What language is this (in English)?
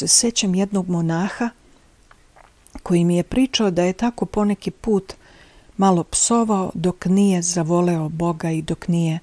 Serbian